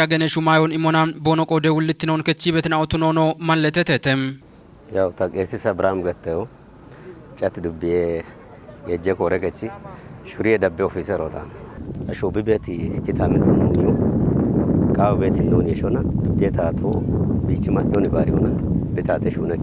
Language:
Kafa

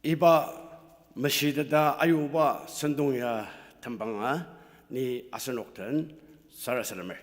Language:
Ao Naga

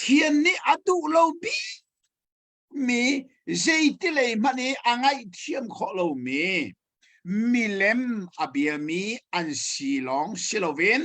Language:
Hakha Chin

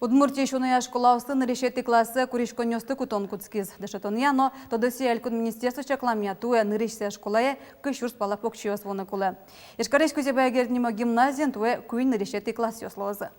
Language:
Udmurt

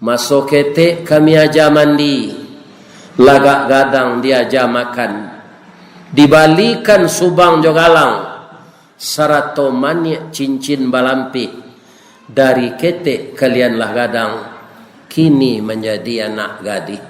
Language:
Minangkabau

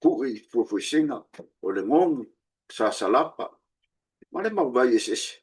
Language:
Samoan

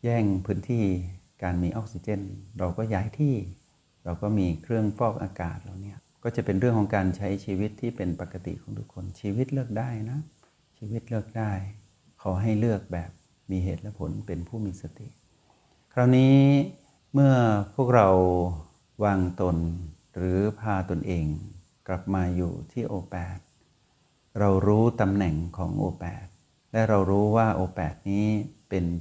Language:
Thai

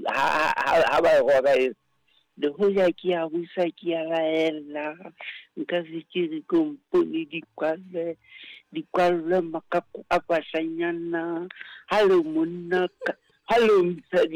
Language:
Southern Sotho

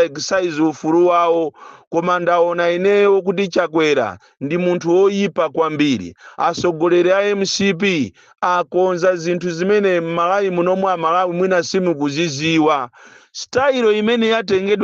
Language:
Nyanja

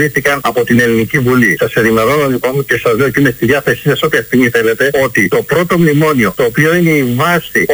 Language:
Greek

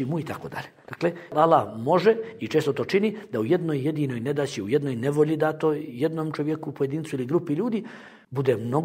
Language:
Bosnian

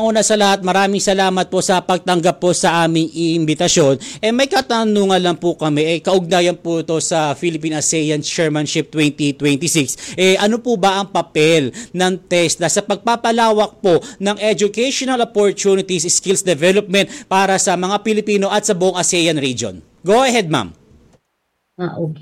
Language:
Filipino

